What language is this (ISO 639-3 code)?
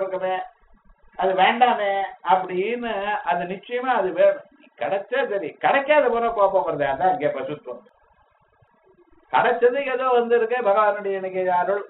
tam